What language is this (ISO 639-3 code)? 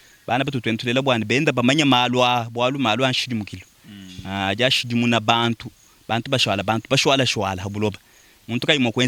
lua